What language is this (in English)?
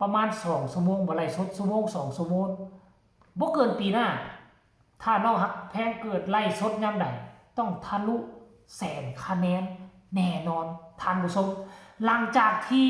Northeastern Thai